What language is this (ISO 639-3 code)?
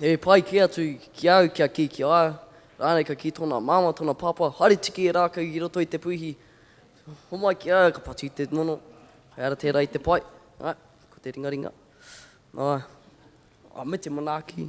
mri